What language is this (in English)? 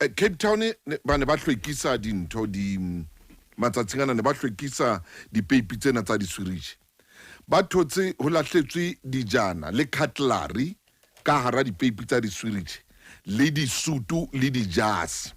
Southern Sotho